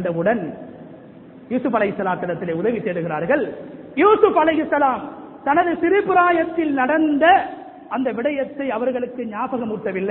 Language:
Tamil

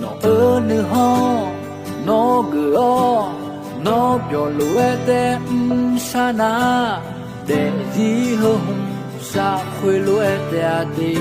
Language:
Akha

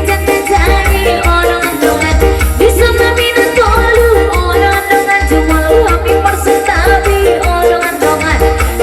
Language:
Batak Toba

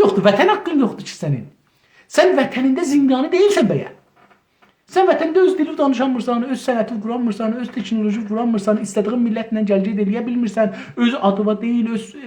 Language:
South Azerbaijani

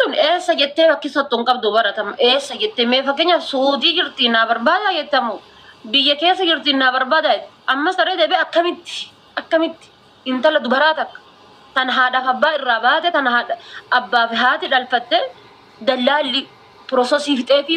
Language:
Oromo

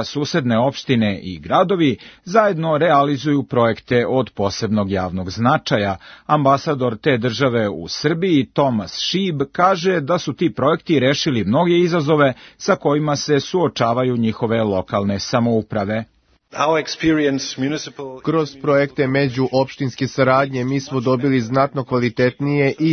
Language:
Serbian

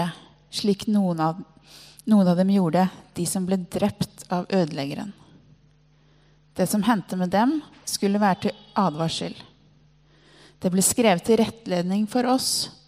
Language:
Norwegian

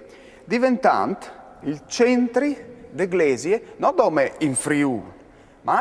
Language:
Friulian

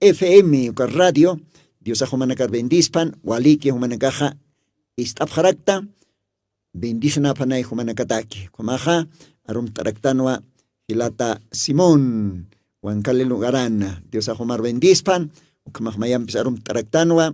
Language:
Aymara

